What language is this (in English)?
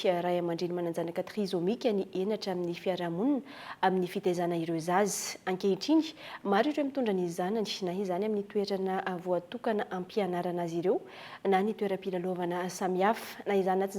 Malagasy